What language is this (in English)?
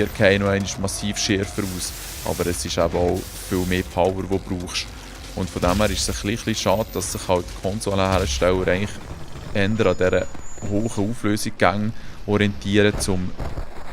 Swiss German